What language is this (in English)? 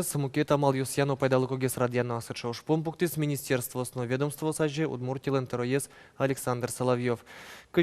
Udmurt